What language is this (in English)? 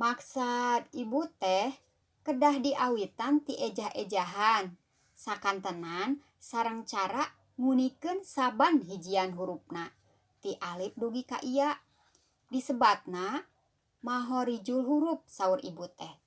Sundanese